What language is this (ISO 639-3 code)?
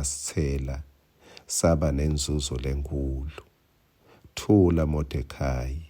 ssw